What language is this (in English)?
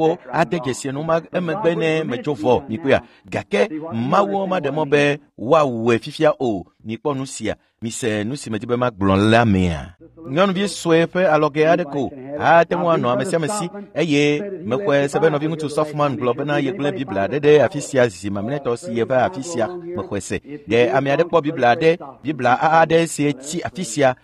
Ewe